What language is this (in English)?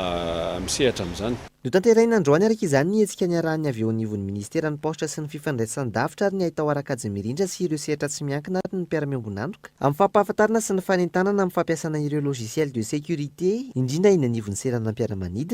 Malagasy